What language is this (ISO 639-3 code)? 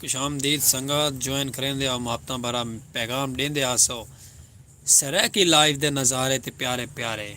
skr